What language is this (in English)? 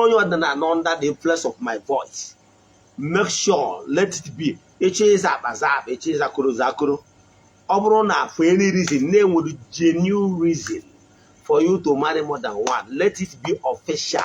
Igbo